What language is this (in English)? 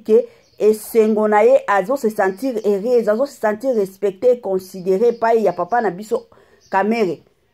Lingala